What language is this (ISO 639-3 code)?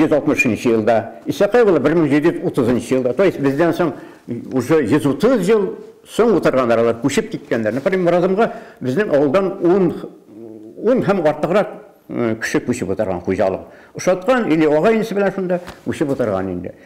bak